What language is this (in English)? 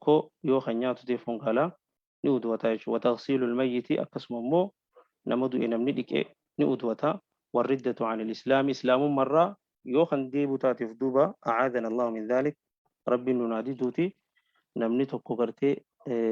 Oromo